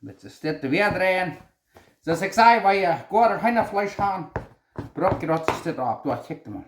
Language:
Plautdietsch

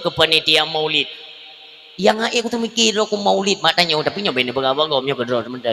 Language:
Achinese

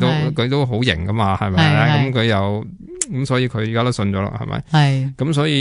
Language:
Cantonese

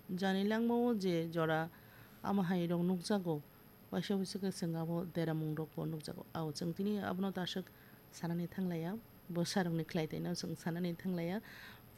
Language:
Kok Borok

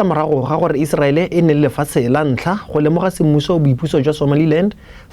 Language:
Tswana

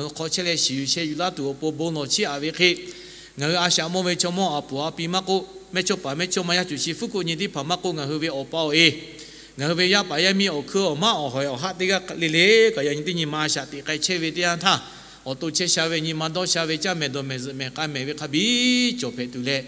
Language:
Lahu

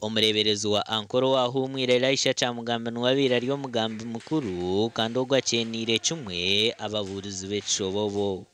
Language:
Nyankole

